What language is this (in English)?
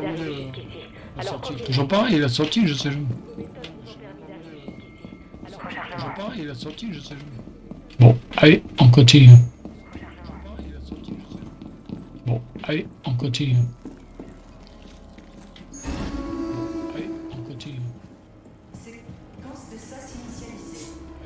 French